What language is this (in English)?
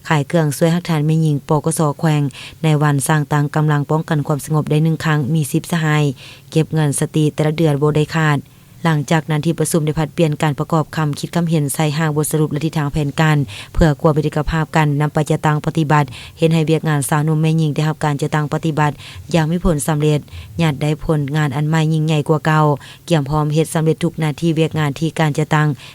Lao